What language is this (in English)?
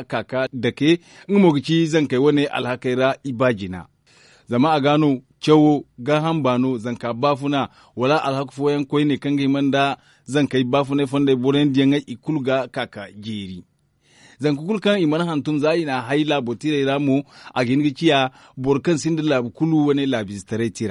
Zarma